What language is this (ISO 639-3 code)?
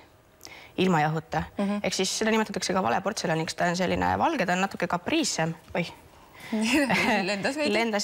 est